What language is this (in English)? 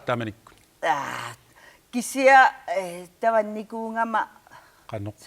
Kalaallisut